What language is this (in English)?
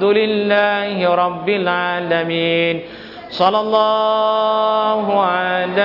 Thai